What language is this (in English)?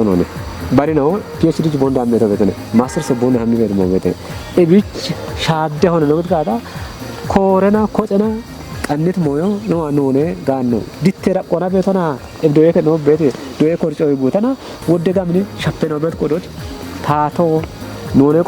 Kafa